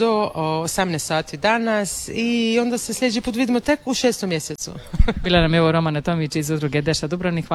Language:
Croatian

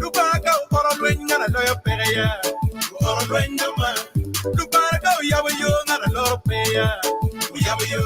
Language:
Acoli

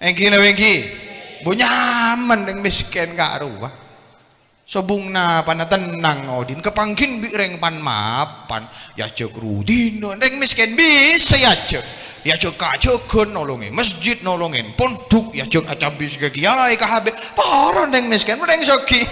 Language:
Madurese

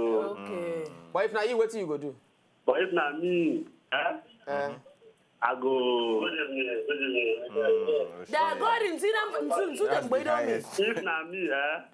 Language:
Nigerian Pidgin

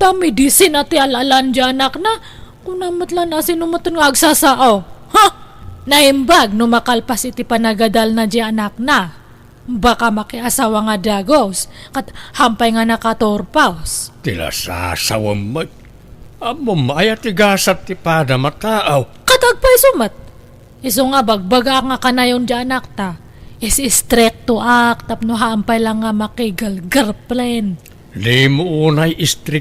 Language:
Iloko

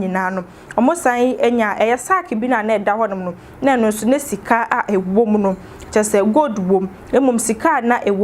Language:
Akan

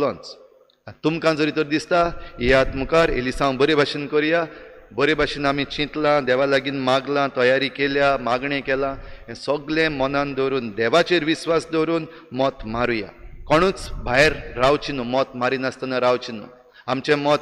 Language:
Konkani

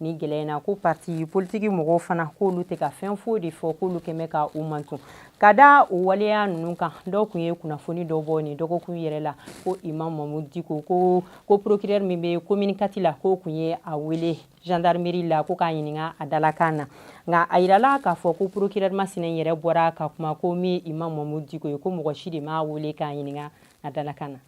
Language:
Bambara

